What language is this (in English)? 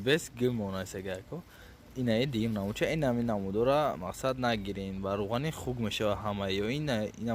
Tajik